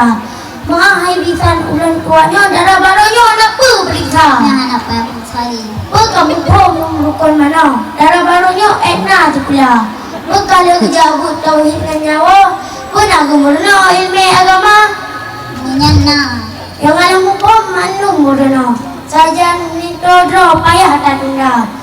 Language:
Achinese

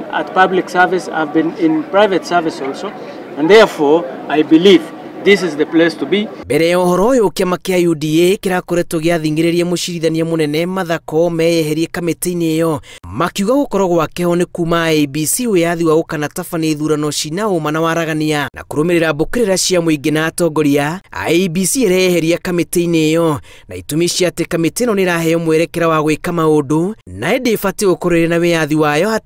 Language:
Kikuyu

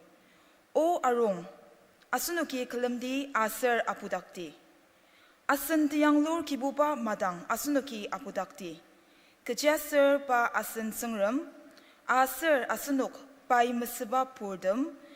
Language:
Ao Naga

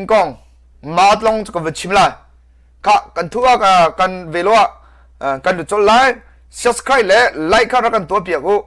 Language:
Hakha Chin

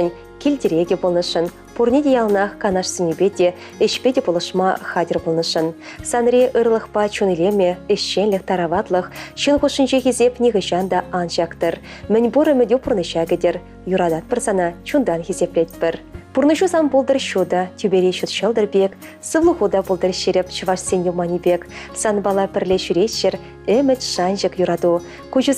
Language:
Chuvash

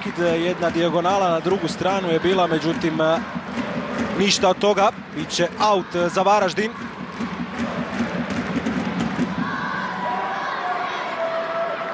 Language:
Croatian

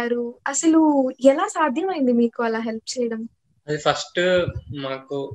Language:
Telugu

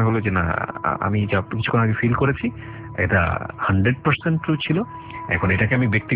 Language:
Bangla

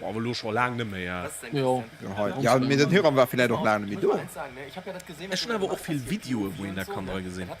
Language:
Luxembourgish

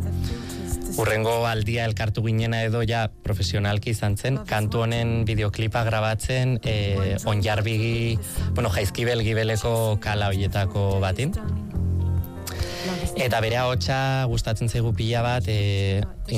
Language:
Basque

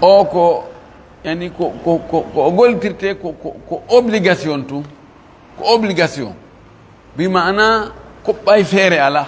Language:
Fula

